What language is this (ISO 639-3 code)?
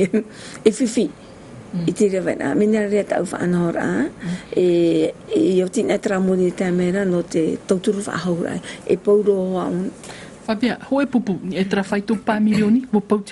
tah